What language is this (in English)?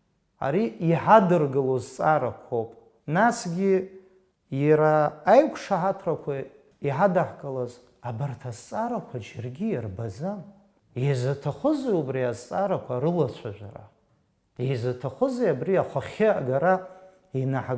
Abkhazian